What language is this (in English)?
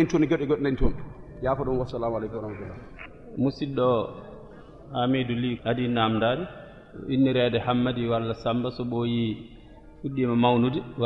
Fula